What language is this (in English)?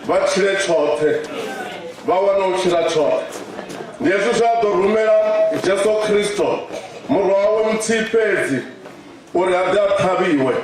Venda